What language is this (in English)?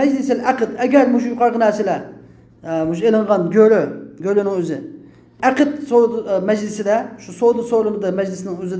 Uyghur